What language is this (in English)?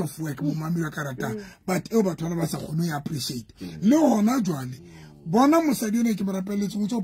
Southern Sotho